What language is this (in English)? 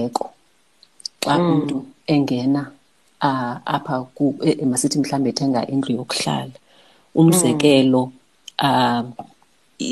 Xhosa